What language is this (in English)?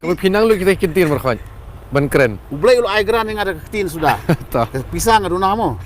Khasi